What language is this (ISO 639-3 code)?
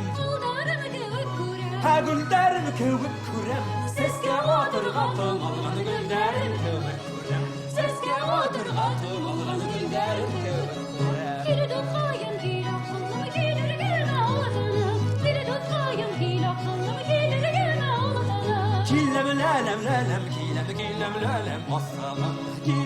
bak